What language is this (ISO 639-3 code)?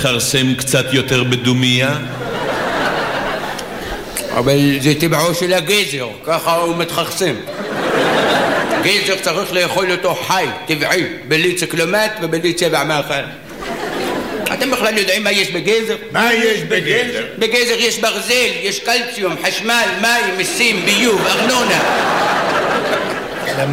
heb